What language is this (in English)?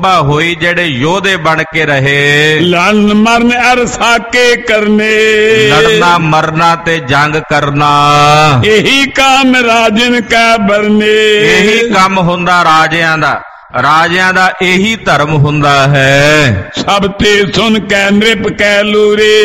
Punjabi